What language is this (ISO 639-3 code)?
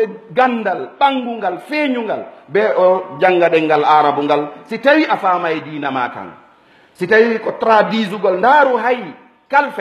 ful